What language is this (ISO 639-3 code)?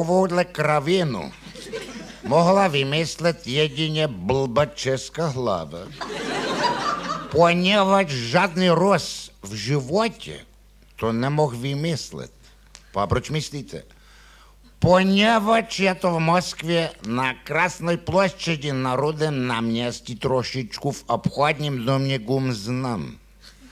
ces